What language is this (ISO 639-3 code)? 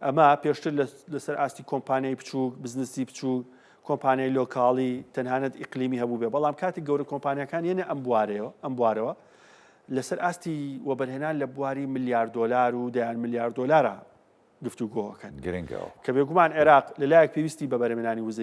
ckb